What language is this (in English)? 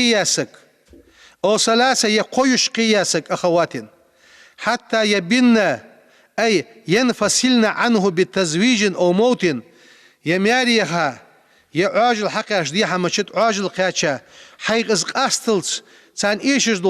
Ingush